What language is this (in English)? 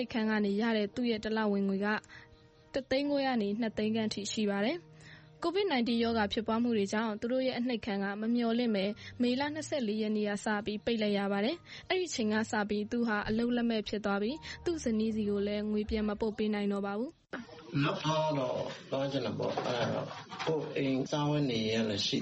Burmese